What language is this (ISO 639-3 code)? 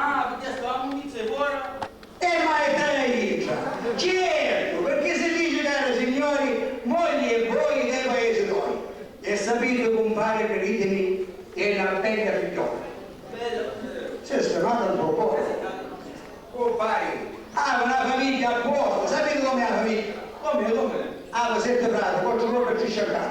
scn